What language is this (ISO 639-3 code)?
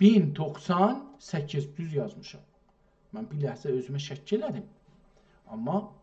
azb